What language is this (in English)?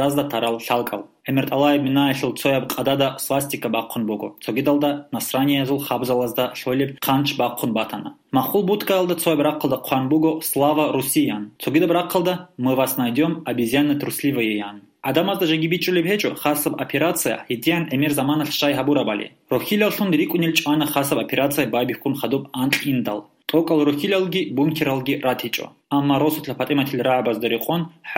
Avaric